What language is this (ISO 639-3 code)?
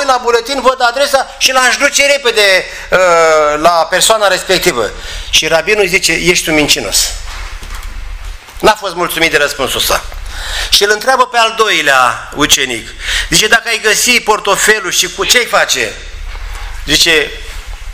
ron